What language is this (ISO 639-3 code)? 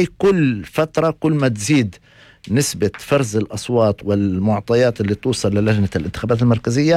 apc